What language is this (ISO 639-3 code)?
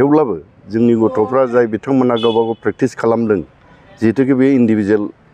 brx